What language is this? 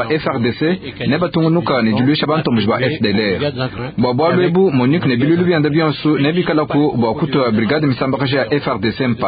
Luba-Lulua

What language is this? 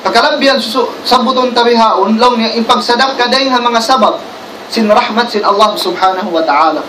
Tausug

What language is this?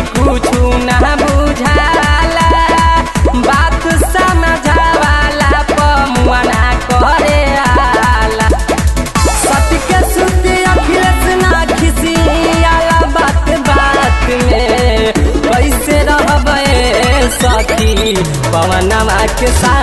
Bhojpuri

